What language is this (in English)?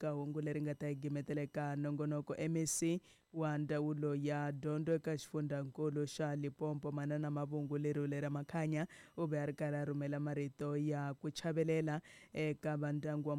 Tsonga